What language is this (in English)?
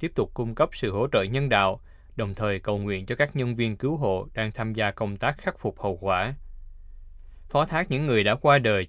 Vietnamese